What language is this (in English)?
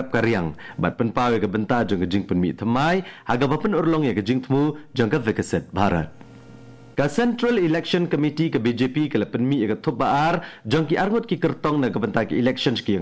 Khasi